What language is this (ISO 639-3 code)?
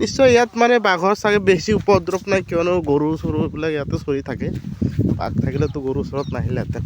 asm